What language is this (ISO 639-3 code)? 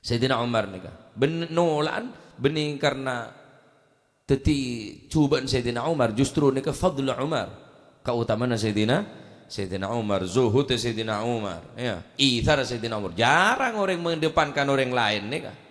mad